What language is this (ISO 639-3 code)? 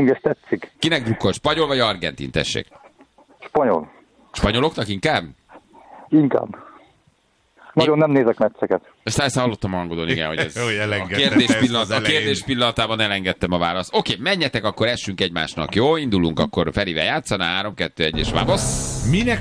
hun